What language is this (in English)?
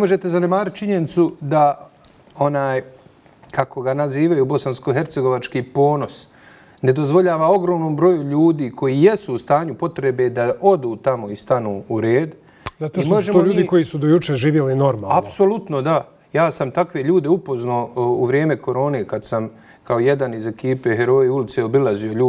Bosnian